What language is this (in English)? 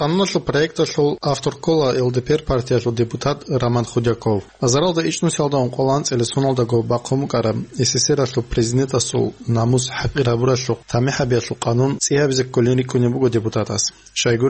Avaric